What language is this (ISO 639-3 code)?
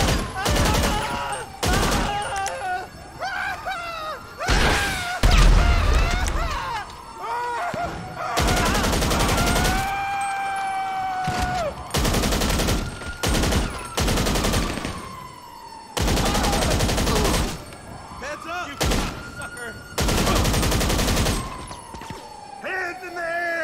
eng